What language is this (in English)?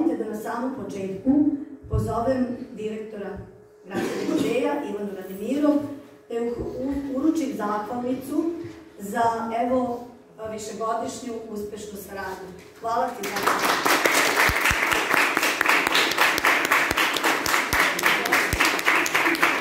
Serbian